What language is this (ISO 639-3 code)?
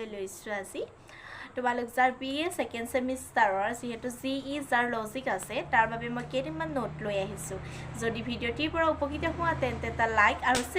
asm